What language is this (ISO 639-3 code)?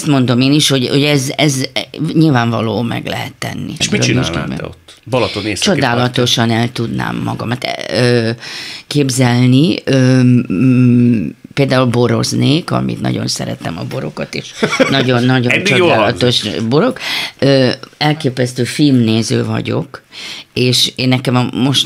hun